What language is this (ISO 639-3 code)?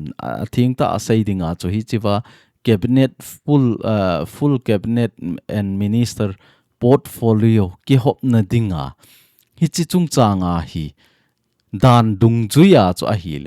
tcz